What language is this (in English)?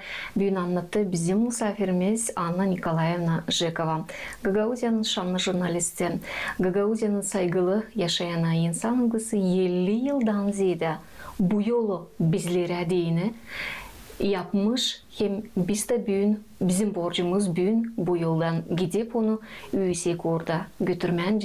Gagauz